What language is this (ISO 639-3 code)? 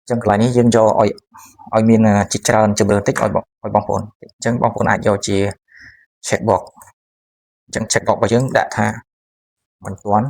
khm